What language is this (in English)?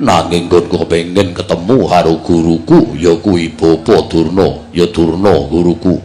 Javanese